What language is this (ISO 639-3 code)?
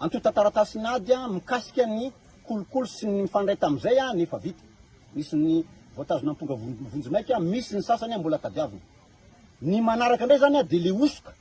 mlg